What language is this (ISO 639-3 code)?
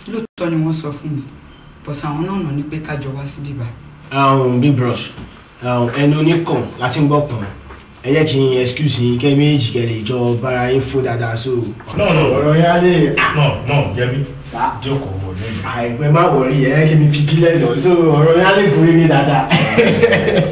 yor